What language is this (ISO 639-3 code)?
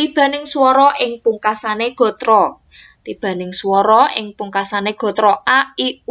jav